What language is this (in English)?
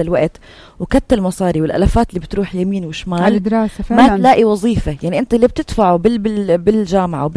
North Levantine Arabic